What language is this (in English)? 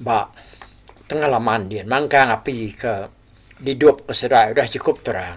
Iban